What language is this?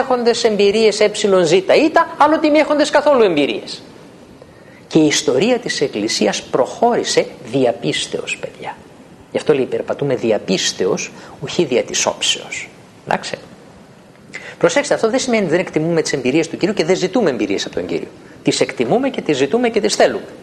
Greek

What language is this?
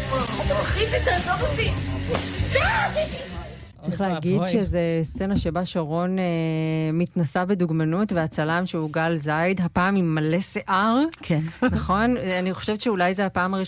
Hebrew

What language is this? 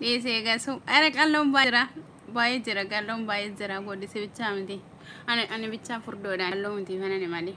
Oromo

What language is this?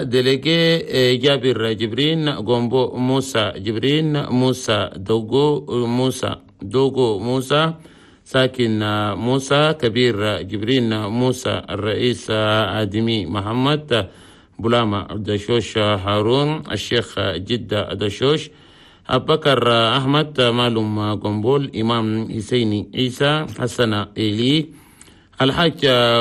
Chadian Arabic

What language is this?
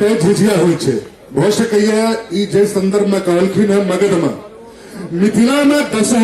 Maithili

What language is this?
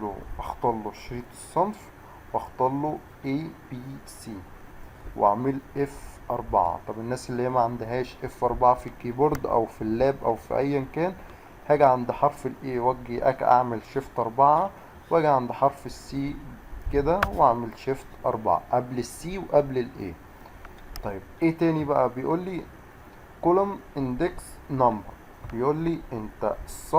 Egyptian Arabic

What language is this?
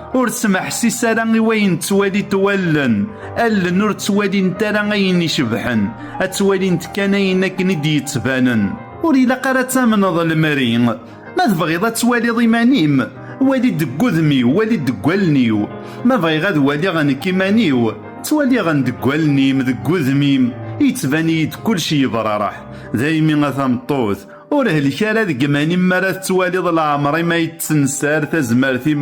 Kabyle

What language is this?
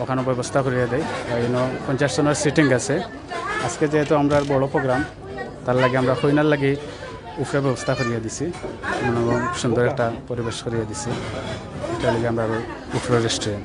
Sylheti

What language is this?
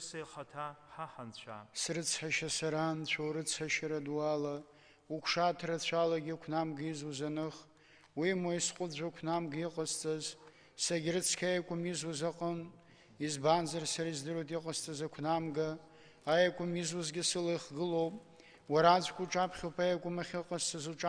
Abkhazian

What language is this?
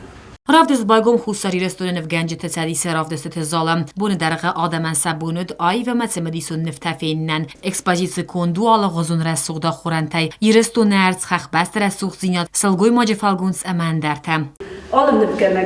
Ossetic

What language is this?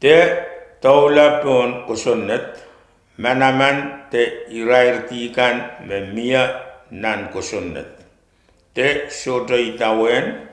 Pohnpeian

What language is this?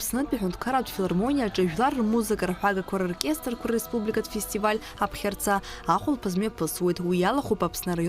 Abkhazian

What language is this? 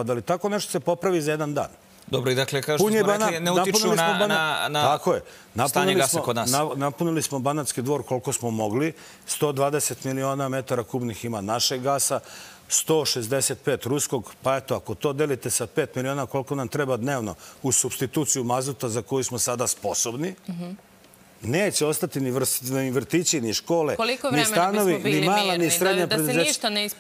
Serbian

